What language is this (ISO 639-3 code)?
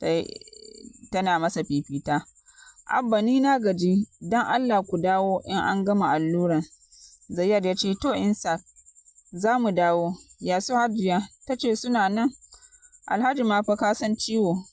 hau